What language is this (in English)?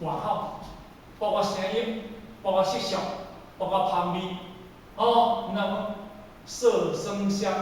Min Nan Chinese